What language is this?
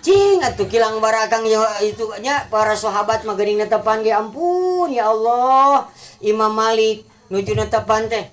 Sundanese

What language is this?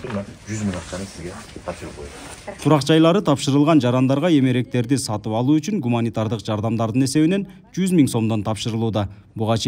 Kyrgyz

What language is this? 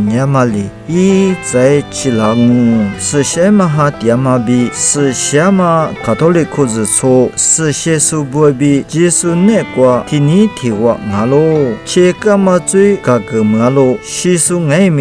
Lisu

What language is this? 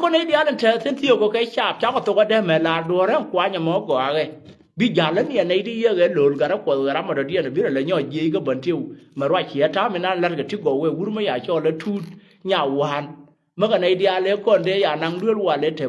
Nuer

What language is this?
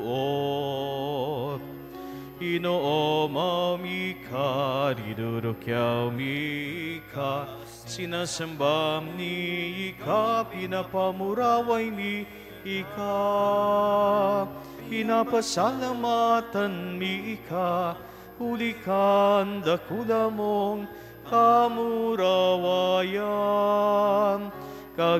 Bikol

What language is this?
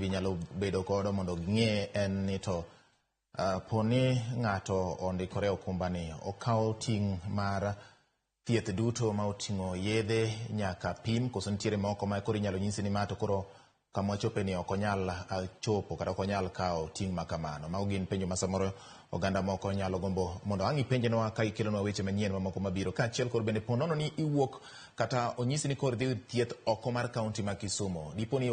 Luo (Kenya and Tanzania)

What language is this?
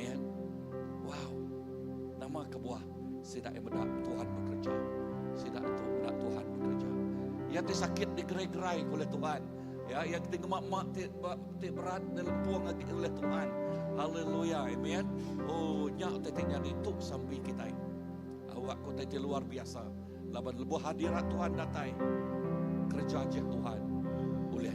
Iban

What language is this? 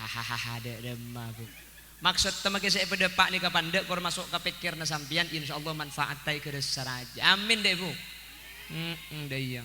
Madurese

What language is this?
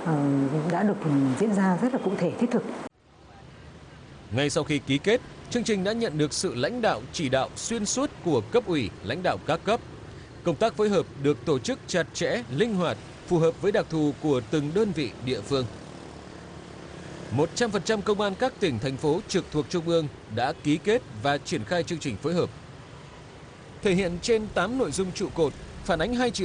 Vietnamese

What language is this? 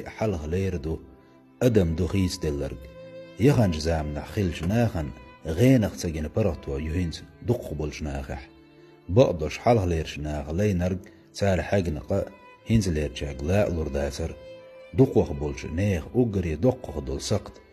Chechen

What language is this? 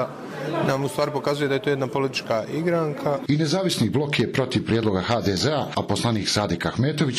Bosnian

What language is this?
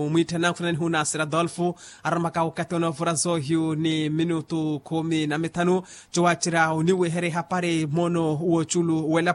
Makhuwa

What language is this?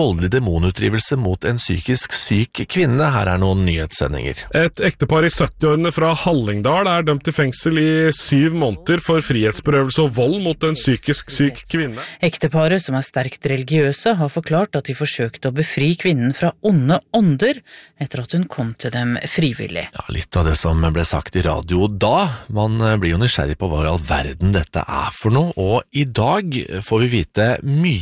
Norwegian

